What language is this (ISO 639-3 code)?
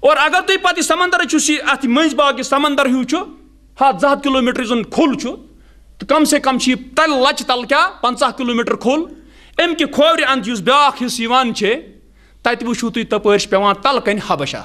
kas